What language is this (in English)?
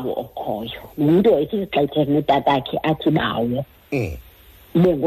Xhosa